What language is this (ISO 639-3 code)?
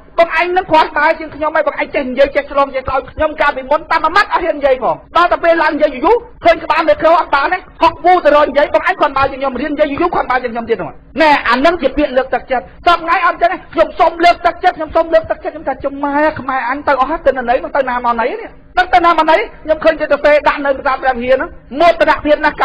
khm